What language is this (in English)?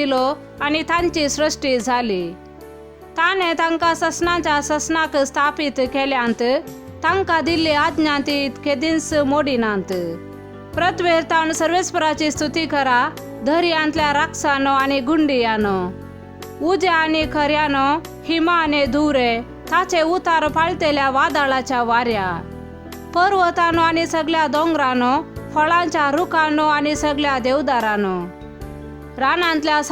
Konkani